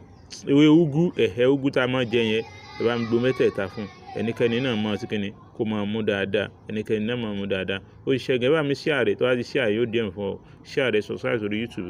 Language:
Yoruba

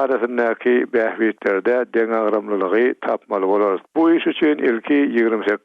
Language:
Turkmen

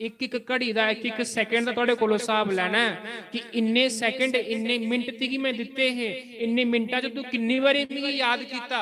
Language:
Dogri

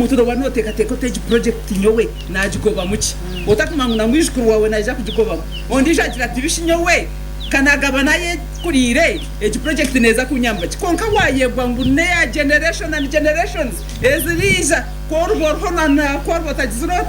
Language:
Nyankole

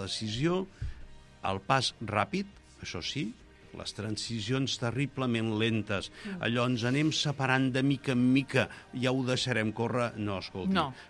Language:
Catalan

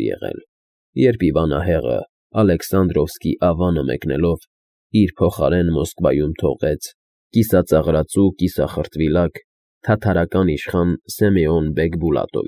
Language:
Armenian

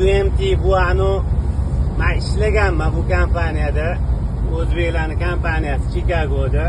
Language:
Uzbek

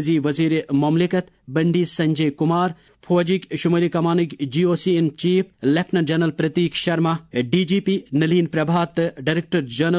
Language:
Kashmiri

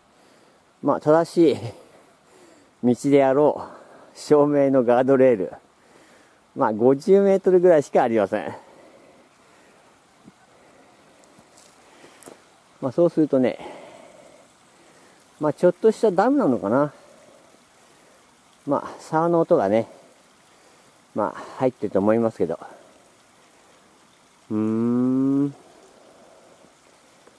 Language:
Japanese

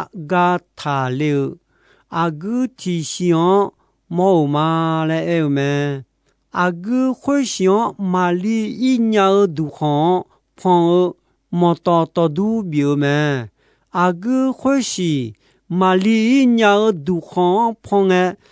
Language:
Akha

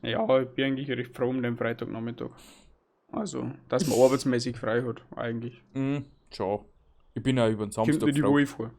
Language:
Bavarian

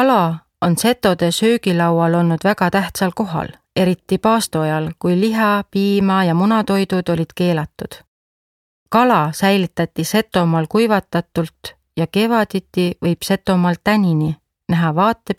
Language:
Estonian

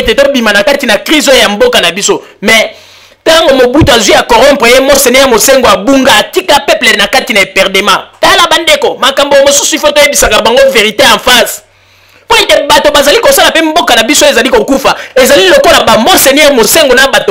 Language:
Lingala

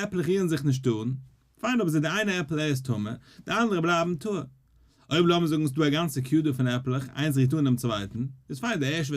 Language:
Yiddish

